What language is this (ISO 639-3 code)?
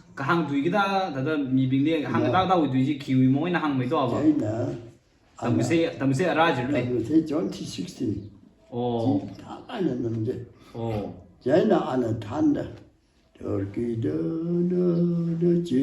nmf